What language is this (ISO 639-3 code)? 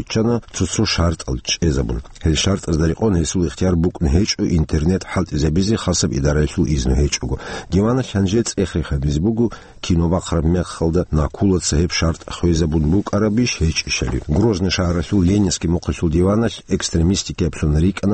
ava